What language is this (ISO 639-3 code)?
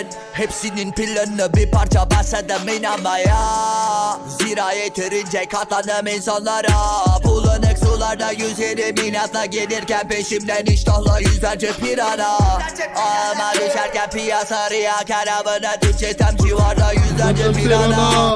tur